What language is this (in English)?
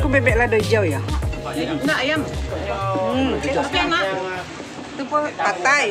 Minangkabau